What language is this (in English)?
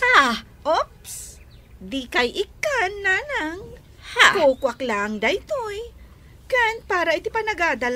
Iloko